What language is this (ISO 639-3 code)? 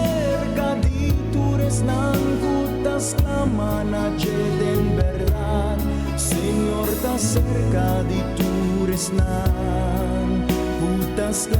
pap